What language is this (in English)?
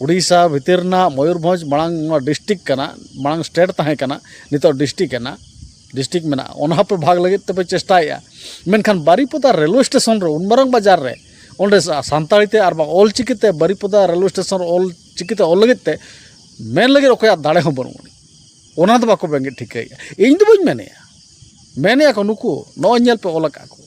Santali